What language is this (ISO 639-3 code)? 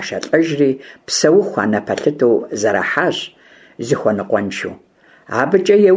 kbd